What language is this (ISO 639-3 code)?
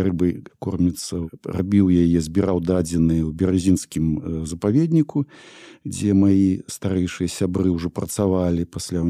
bel